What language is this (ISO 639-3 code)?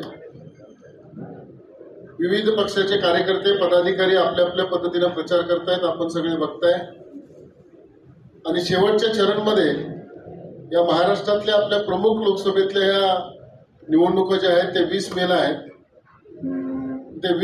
mar